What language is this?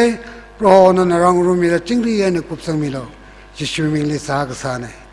Tangkhul Naga (India)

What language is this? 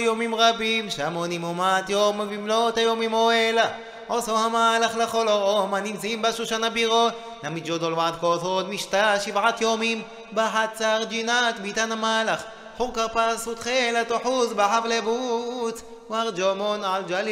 Hebrew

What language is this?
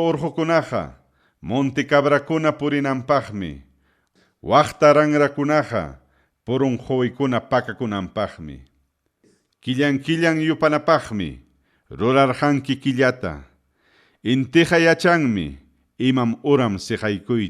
Ayacucho Quechua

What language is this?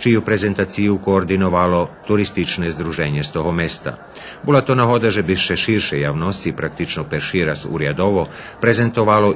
Rusyn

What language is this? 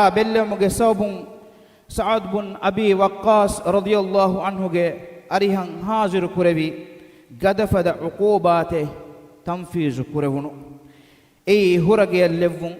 Divehi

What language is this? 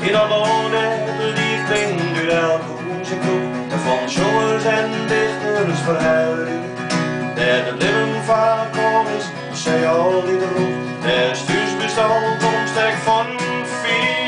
Western Frisian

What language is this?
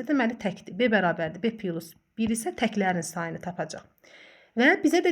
Azerbaijani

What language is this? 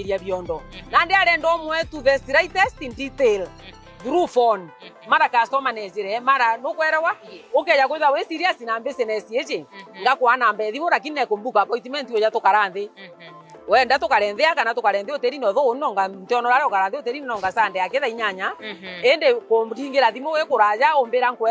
Meru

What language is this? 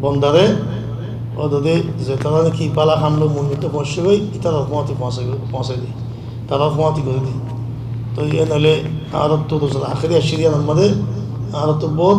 Rohingya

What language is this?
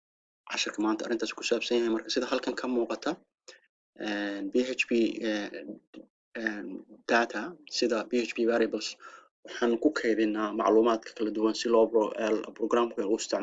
Somali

